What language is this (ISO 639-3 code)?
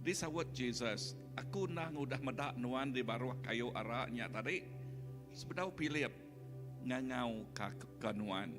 iba